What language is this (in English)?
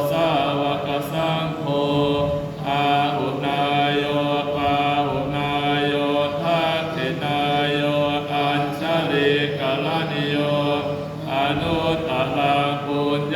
Pali